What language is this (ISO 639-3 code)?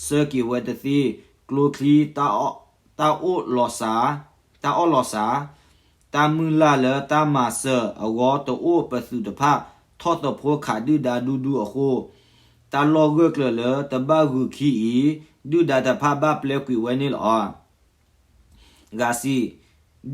ksw